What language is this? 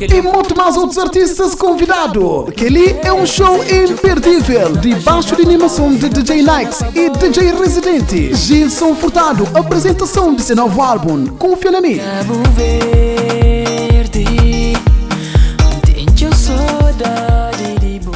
Kabuverdianu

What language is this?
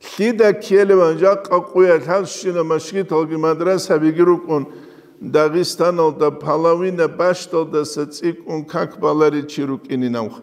Avaric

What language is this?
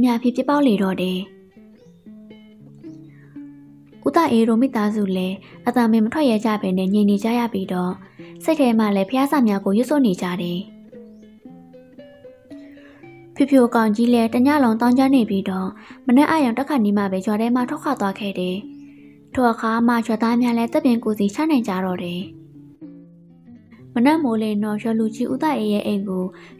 Burmese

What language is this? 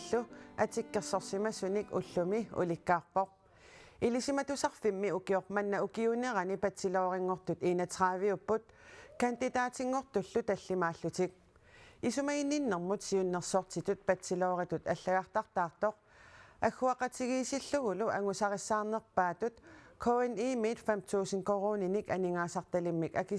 Kalaallisut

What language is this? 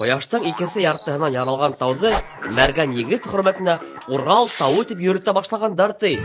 Bashkir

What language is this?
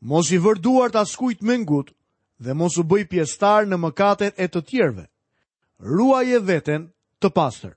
Albanian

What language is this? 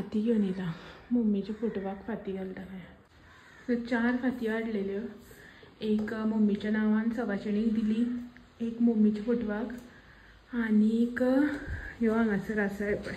Konkani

